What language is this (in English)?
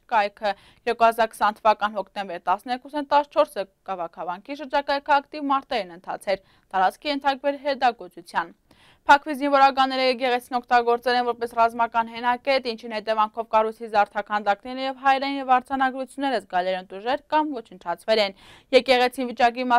Armenian